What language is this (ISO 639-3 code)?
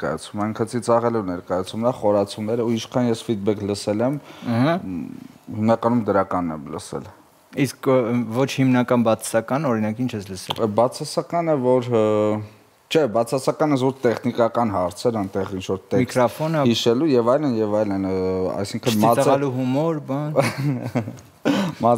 hye